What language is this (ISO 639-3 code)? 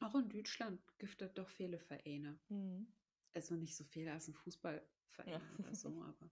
nds